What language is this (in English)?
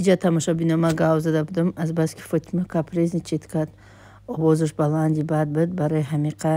Tajik